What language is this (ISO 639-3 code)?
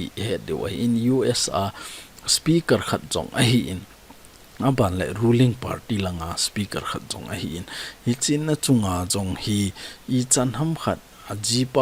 tcz